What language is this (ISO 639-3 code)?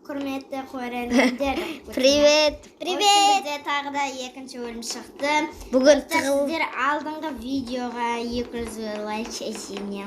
kaz